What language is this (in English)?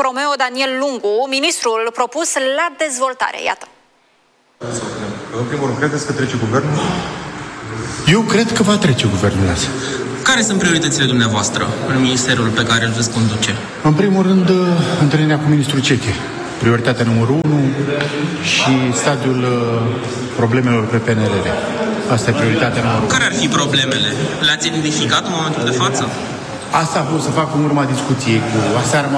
Romanian